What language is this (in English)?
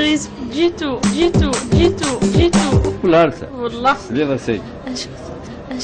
Kabyle